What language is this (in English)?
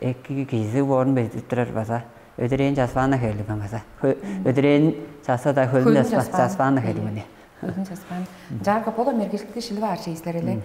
Tuvinian